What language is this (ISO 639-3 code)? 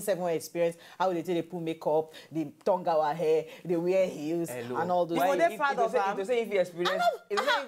pcm